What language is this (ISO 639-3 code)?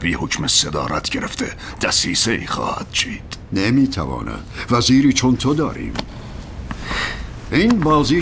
fas